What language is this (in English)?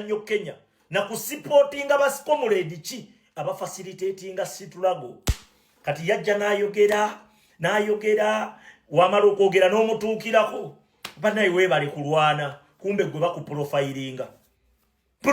Ganda